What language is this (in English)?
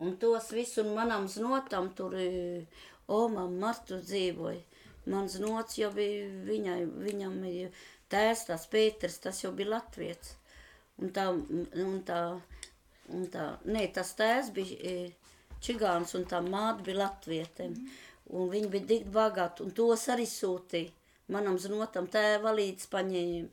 Latvian